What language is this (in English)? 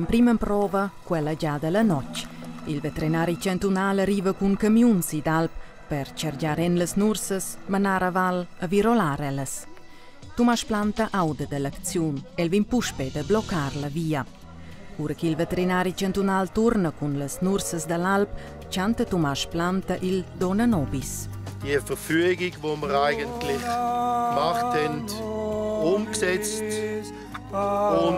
Romansh